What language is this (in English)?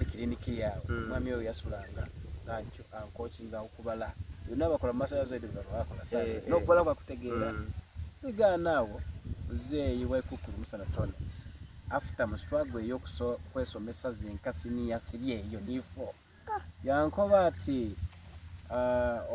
Soga